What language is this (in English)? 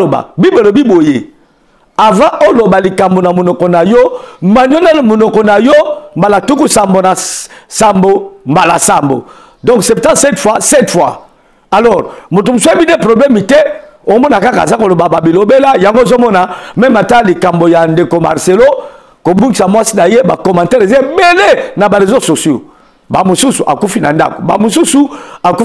Lingala